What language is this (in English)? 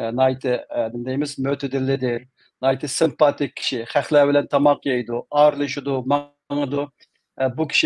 Uyghur